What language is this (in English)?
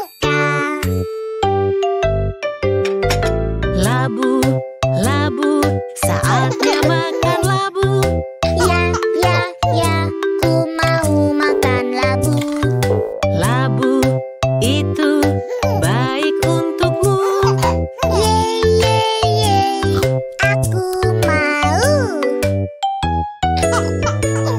Indonesian